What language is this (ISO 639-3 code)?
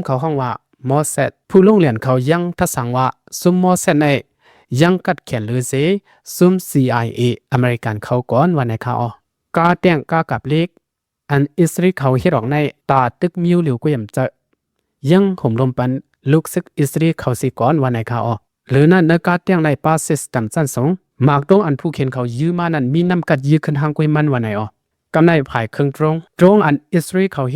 lao